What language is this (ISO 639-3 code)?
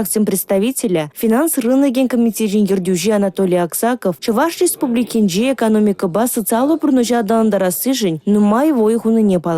chv